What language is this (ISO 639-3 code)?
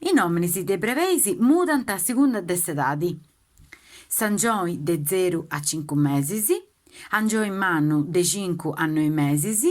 srd